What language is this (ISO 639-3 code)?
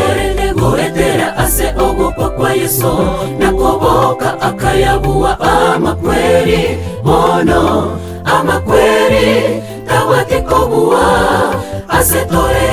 guz